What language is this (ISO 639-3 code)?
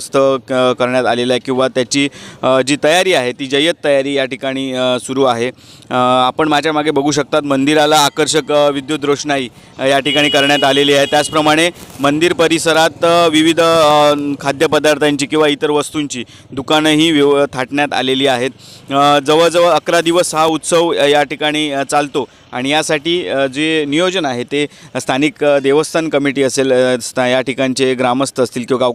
mar